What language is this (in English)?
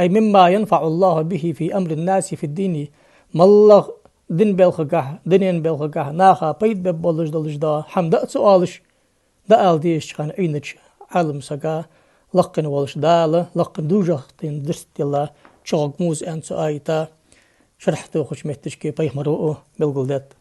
Ingush